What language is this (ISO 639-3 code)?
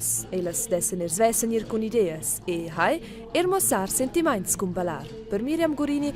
roh